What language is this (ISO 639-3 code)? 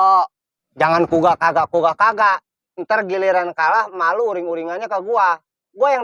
bew